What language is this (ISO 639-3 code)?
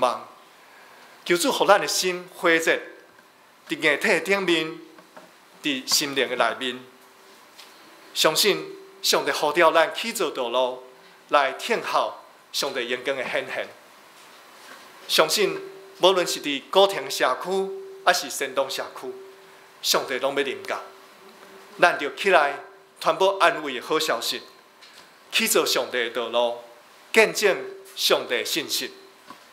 nan